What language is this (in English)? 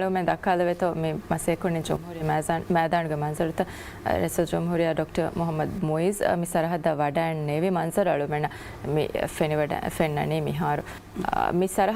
Divehi